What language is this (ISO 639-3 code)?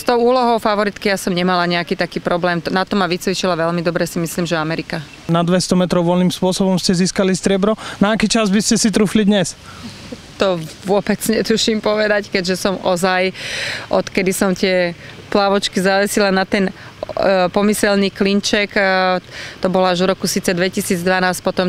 slk